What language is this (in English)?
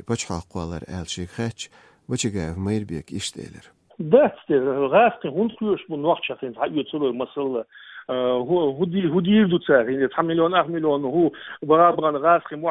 Chechen